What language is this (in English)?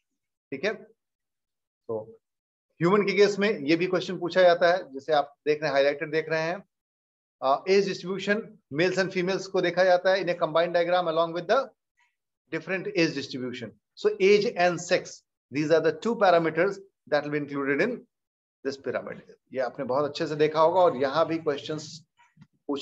Hindi